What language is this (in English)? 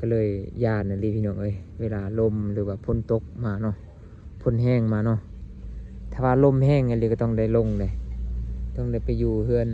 Lao